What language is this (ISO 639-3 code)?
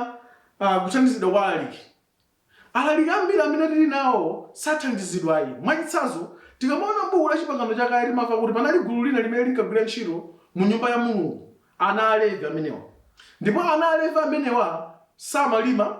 nya